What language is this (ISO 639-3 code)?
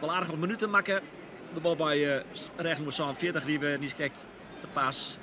fry